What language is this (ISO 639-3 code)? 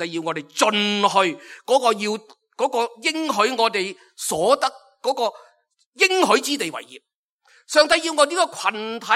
yue